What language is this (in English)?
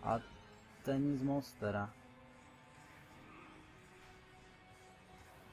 Czech